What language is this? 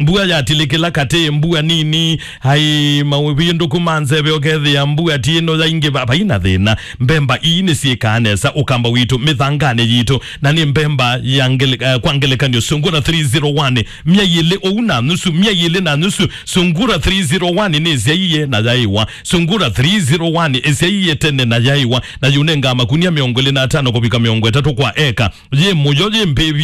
Kamba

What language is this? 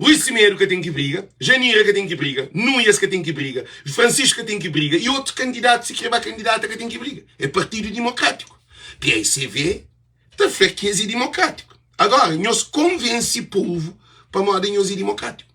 Kabuverdianu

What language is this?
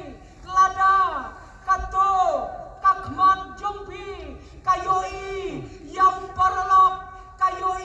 Khasi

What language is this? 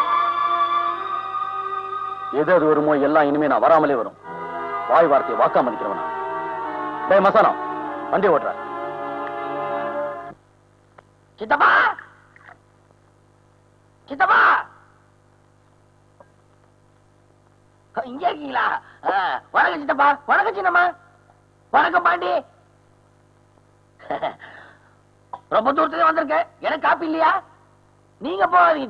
Tamil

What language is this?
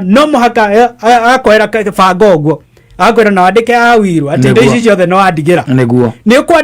Kikuyu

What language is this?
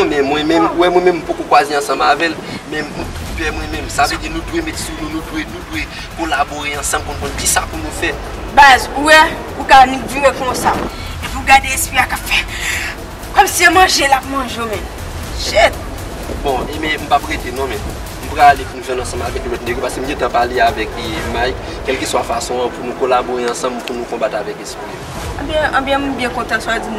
Haitian Creole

